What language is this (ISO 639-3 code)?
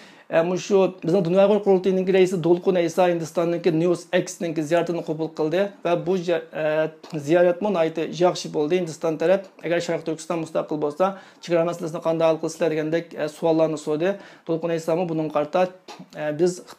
uig